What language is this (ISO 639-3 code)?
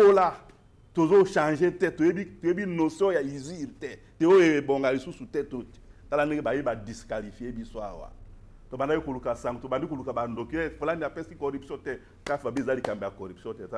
lin